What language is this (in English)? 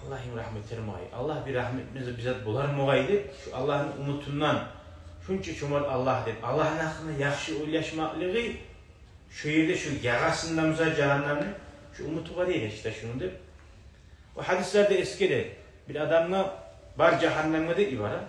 Kumyk